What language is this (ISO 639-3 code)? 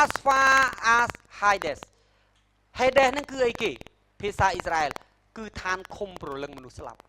khm